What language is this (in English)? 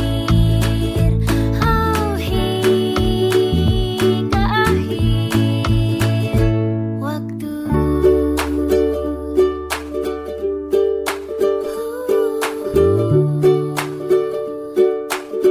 Indonesian